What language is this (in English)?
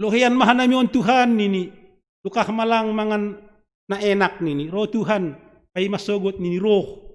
Batak Simalungun